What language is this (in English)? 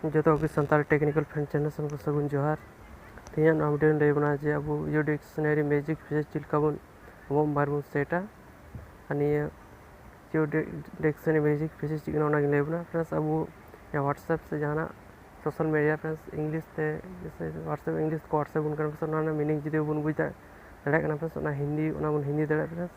Santali